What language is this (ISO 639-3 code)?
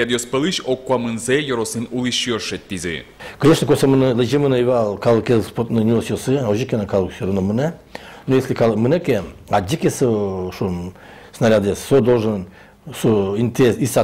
udm